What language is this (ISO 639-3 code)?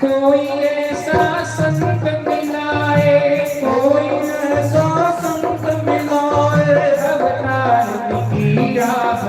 doi